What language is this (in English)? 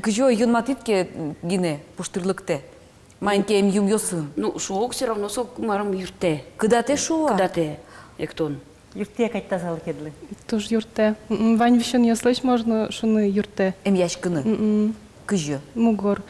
Udmurt